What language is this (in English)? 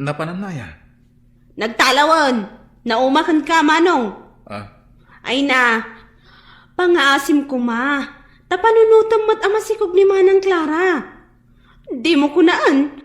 Iloko